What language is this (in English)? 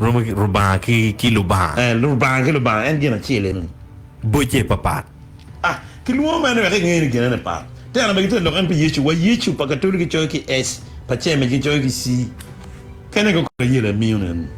Acoli